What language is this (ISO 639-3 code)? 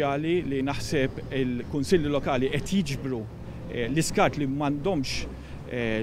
mlt